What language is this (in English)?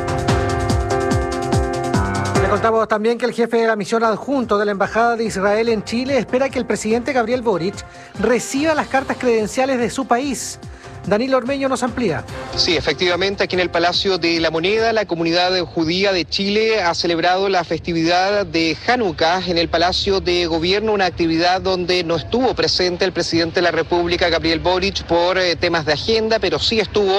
Spanish